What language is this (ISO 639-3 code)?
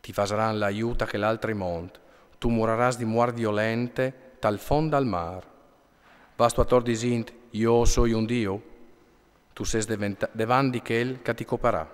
fur